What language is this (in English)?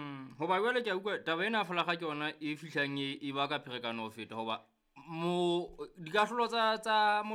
Southern Sotho